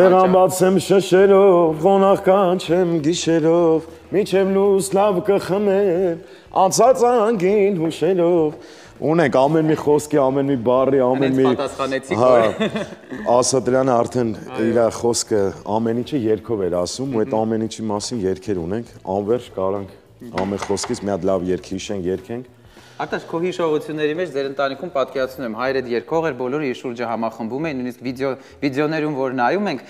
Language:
Armenian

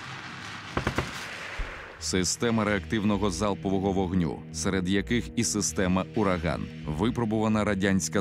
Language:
Ukrainian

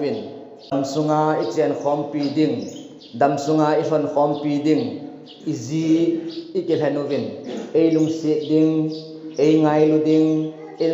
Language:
Thado Chin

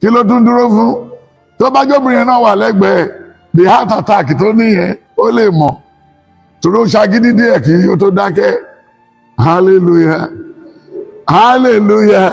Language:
Yoruba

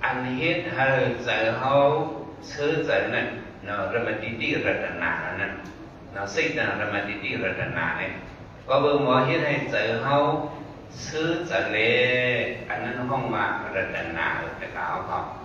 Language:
Shan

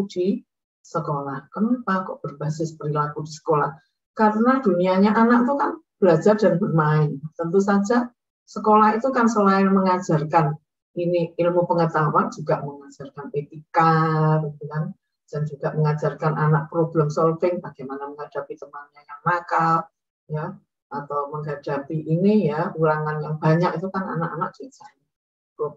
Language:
Indonesian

